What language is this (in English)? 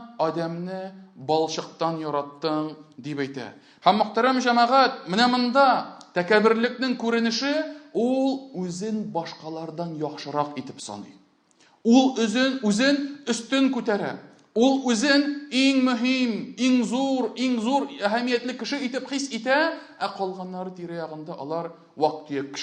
Tatar